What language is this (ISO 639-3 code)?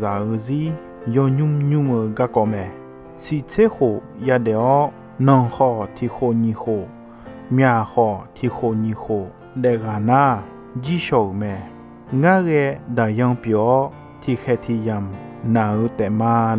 ahk